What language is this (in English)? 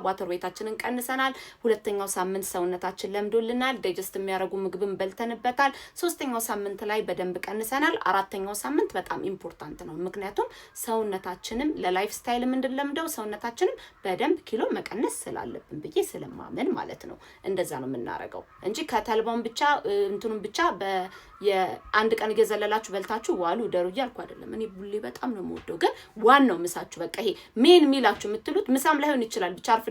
Amharic